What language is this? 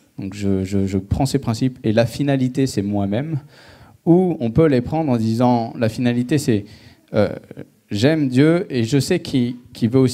French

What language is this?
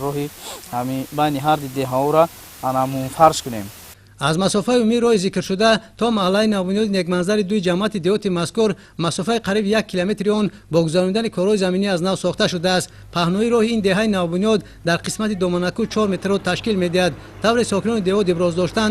Tajik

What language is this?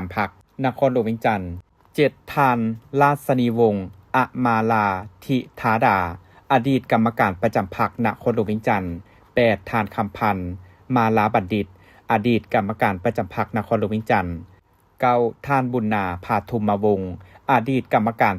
Lao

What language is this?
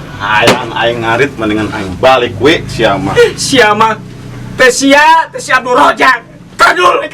Sundanese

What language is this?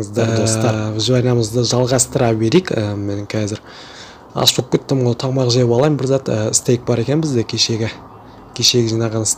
Kazakh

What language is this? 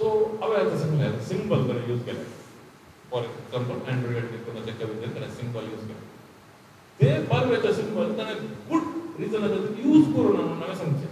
Konkani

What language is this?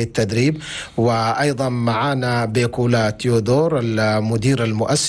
Chadian Arabic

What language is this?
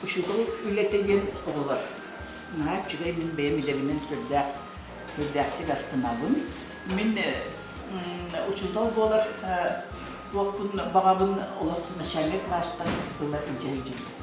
Yakut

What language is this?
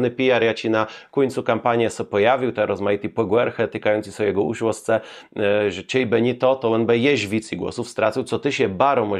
Kashubian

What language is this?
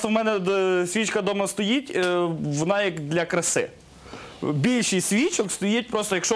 Ukrainian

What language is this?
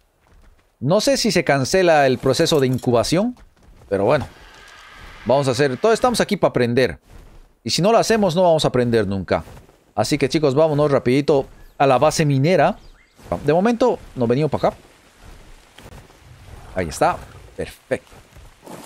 Spanish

